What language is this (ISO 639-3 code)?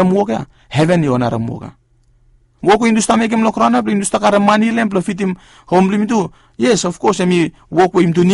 bis